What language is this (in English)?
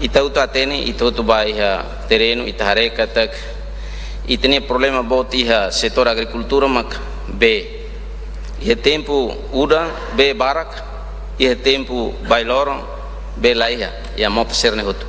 Tetum